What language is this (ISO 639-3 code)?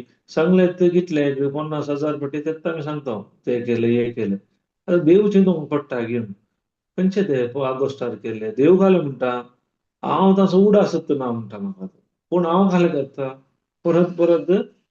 kok